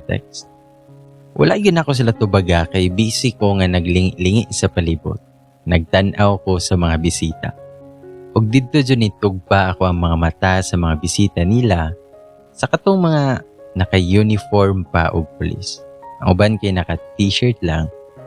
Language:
Cebuano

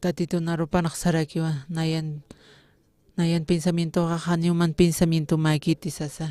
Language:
Aymara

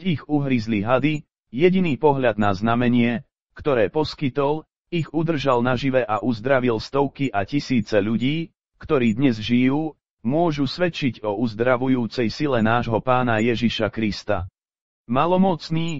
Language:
Slovak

